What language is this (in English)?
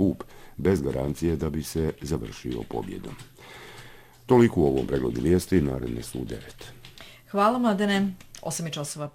Bosnian